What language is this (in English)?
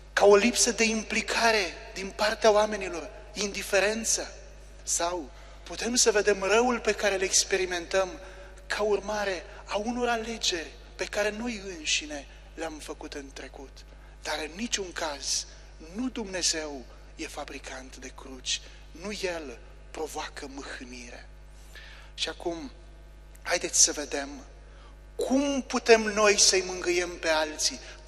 Romanian